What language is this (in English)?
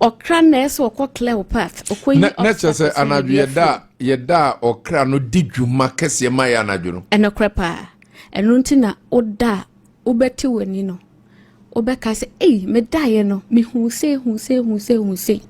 Akan